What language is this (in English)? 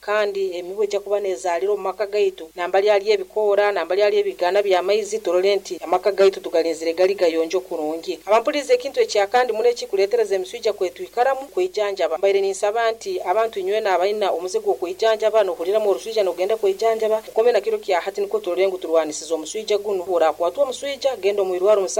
Nyoro